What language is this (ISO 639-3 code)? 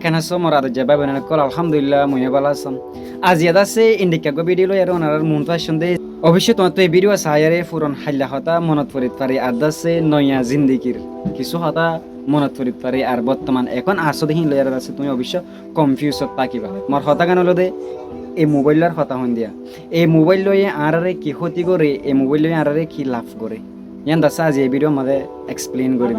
rhg